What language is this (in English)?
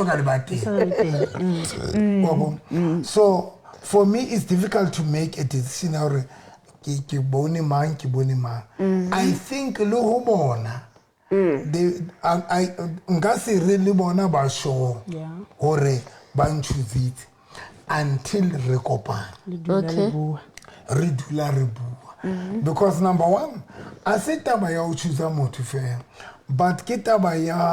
Southern Sotho